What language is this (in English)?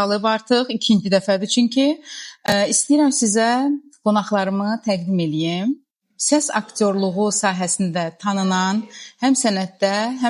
Azerbaijani